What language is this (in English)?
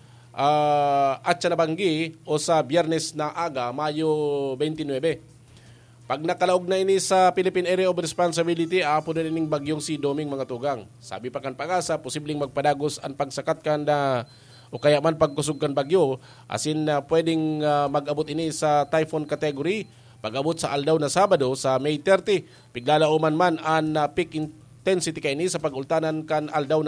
Bikol